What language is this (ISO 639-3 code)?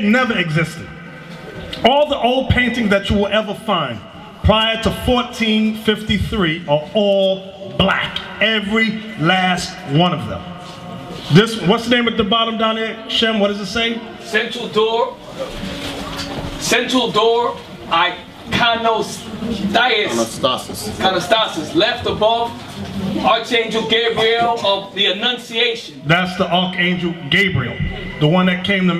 eng